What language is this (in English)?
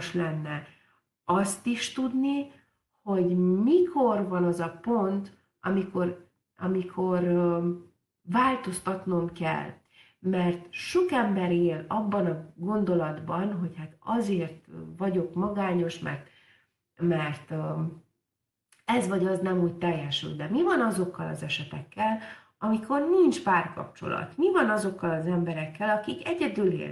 Hungarian